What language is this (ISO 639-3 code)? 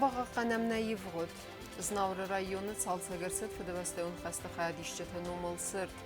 oss